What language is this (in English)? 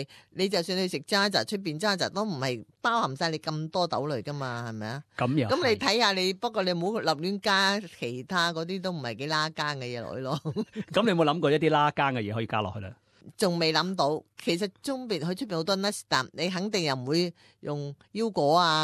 Cantonese